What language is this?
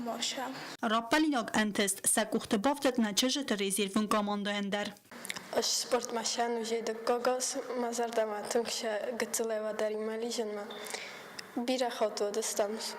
Ossetic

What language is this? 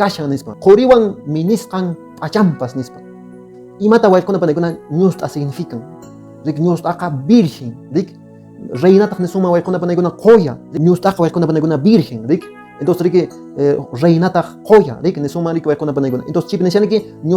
Quechua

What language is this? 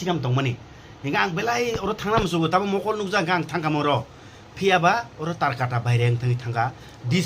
Kok Borok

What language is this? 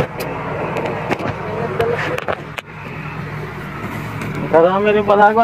Filipino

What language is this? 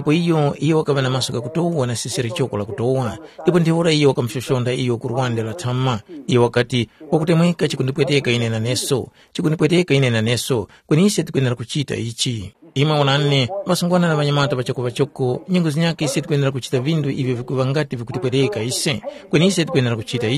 Tumbuka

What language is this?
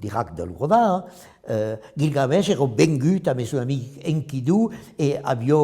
Occitan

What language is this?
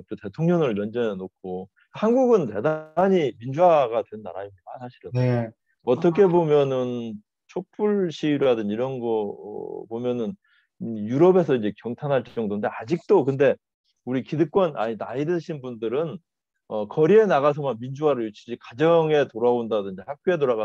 Korean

